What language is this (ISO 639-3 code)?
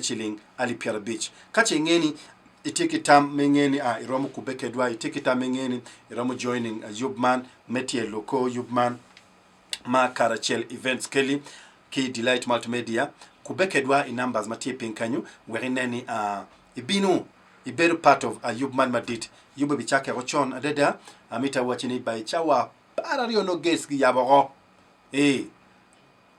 ach